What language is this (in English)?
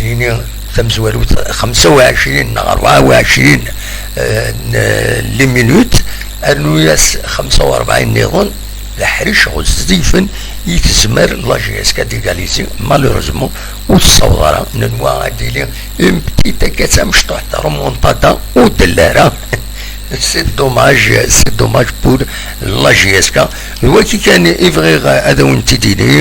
Kabyle